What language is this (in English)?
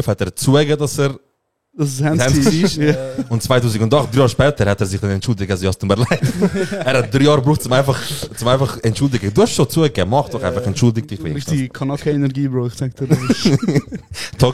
Swiss German